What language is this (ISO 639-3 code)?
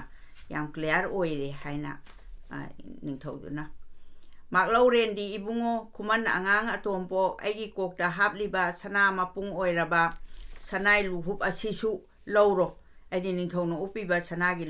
mni